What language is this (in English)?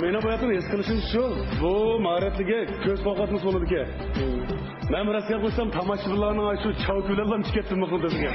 Uyghur